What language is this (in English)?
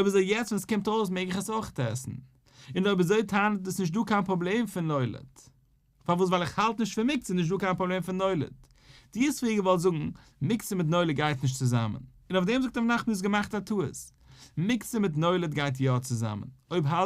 Yiddish